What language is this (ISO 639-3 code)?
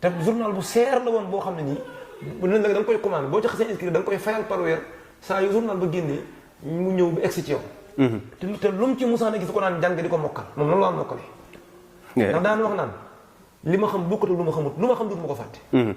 wol